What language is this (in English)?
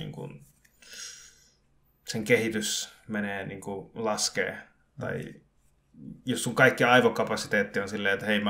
Finnish